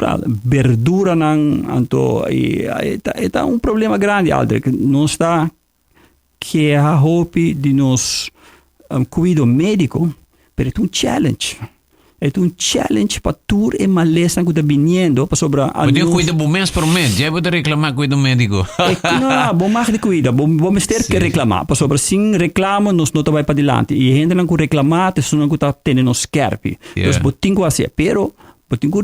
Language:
Papiamento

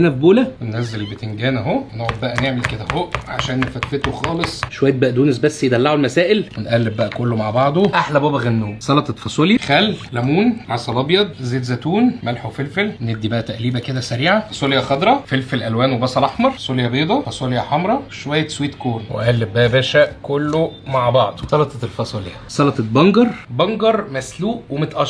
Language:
Egyptian Arabic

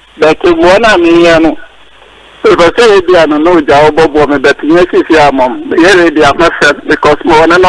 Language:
Akan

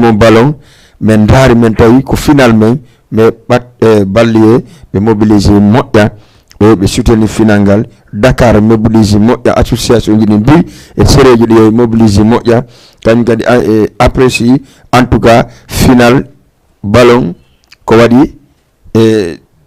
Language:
Fula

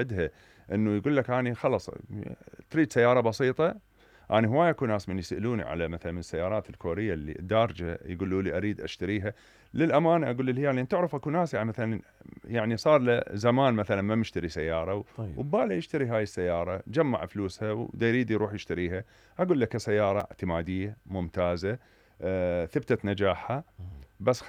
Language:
Mesopotamian Arabic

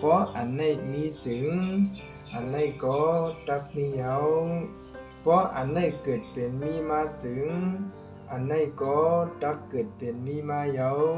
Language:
Shan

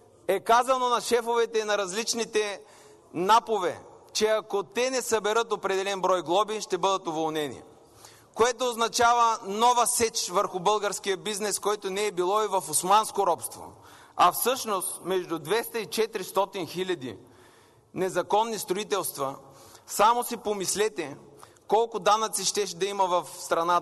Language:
Bulgarian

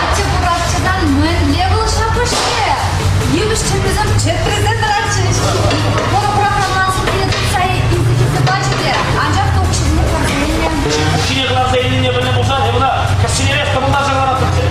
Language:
Chuvash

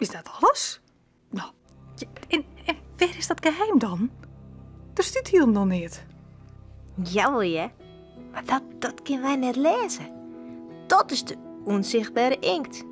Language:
Western Frisian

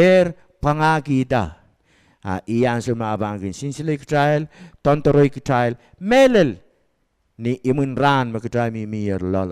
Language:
Pohnpeian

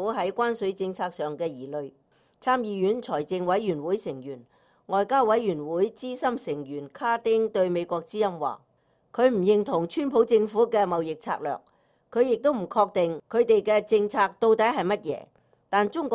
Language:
Cantonese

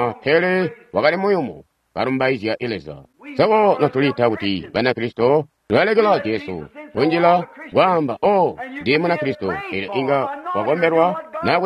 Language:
Tonga (Zambia)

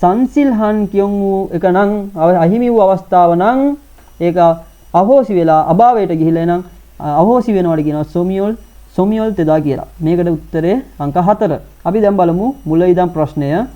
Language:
Sinhala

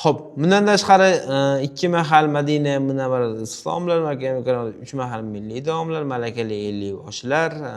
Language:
Uzbek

